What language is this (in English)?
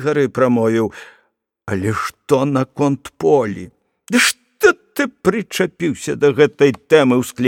Belarusian